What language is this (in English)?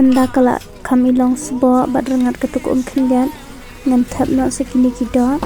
Khasi